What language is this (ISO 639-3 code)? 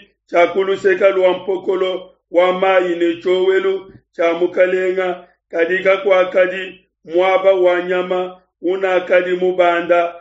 lua